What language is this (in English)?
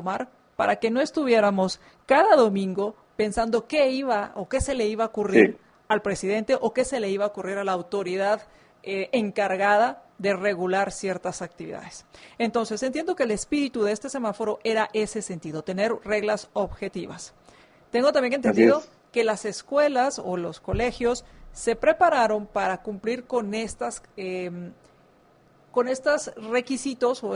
Spanish